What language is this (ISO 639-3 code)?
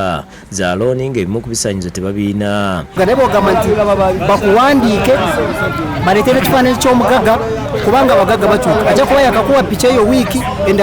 lug